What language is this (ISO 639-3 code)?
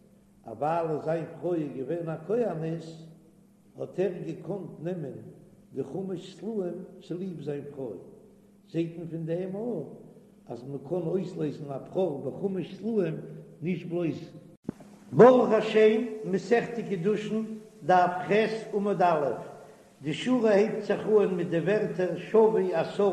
yid